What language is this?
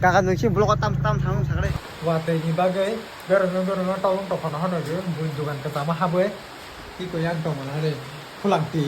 Kok Borok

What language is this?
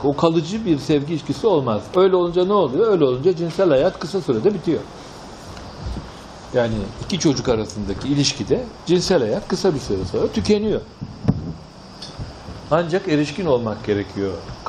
Turkish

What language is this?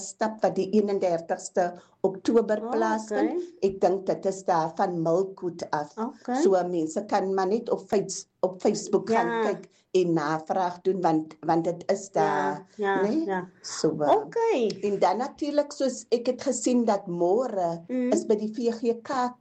Afrikaans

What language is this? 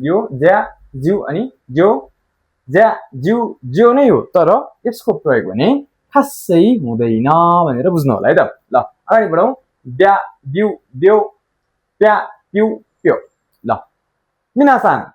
Nepali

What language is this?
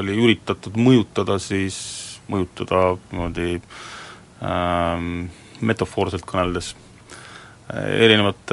Estonian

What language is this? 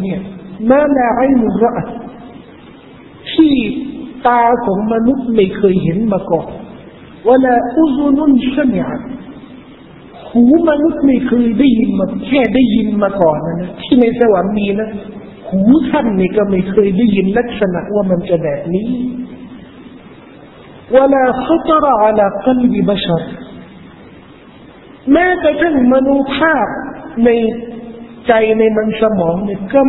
Thai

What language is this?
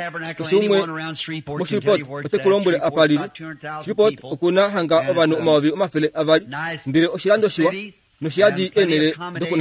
Kuanyama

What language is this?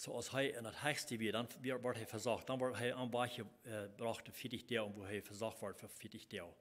Plautdietsch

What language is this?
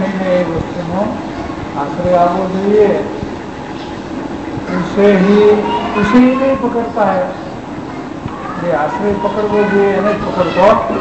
Gujarati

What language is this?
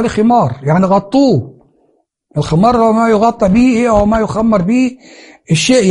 Egyptian Arabic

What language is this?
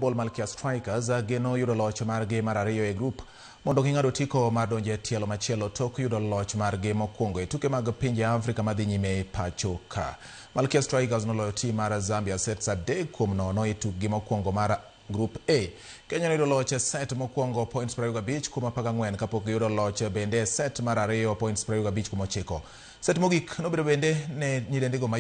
Luo (Kenya and Tanzania)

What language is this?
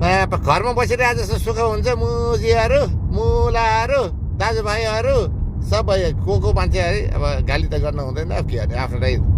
Nepali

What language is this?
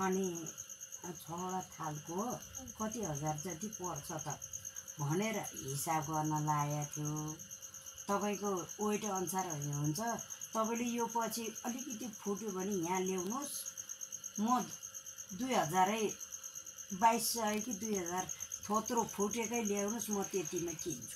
Nepali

